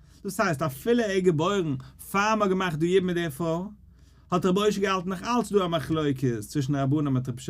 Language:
Yiddish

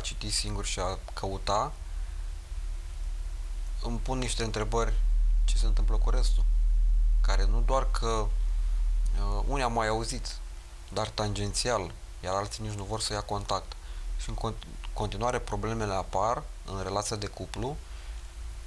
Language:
Romanian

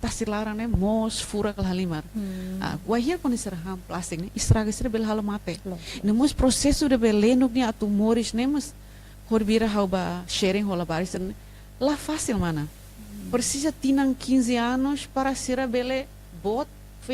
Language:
Tetum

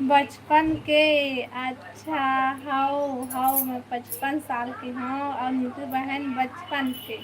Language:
Chhattisgarhi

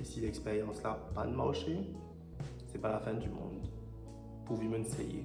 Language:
Morisyen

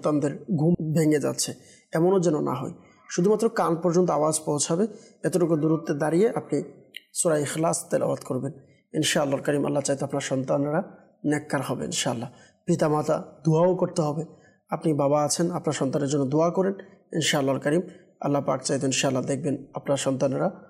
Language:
Bangla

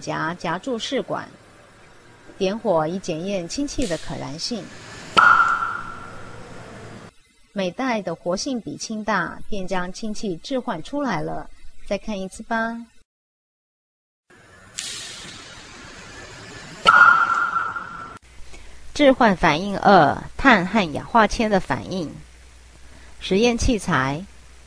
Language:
Chinese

